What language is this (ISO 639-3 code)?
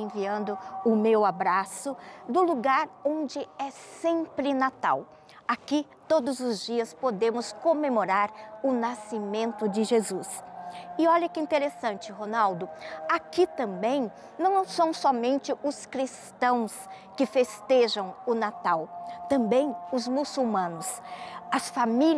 por